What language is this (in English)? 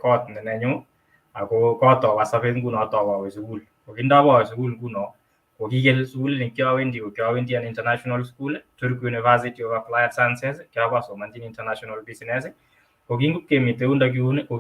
Kalenjin